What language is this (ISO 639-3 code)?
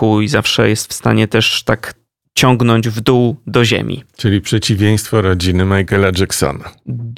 pol